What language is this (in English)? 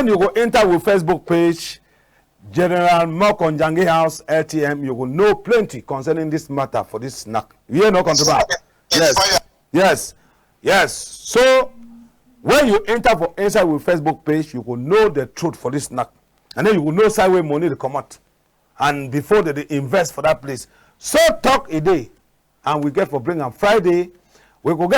Cameroon Pidgin